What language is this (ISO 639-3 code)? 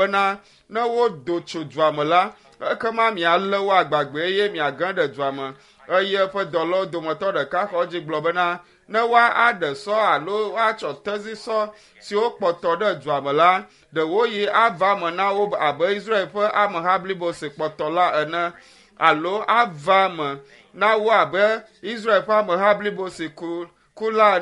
ewe